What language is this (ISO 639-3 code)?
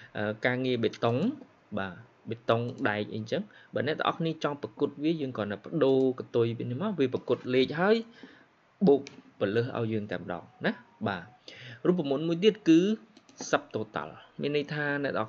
khm